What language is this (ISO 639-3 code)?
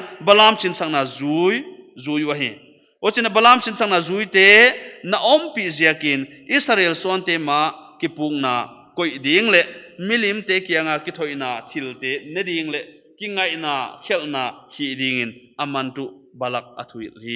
pck